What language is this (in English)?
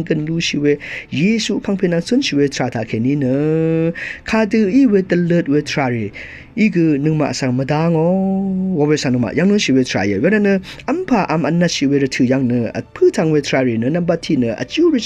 Rawang